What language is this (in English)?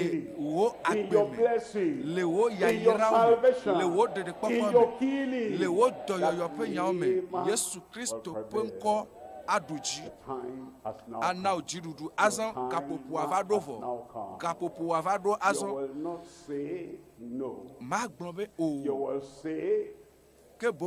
Ewe